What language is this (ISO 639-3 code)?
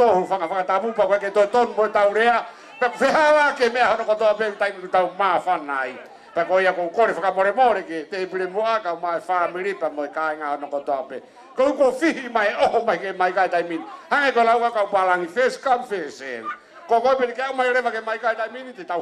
ton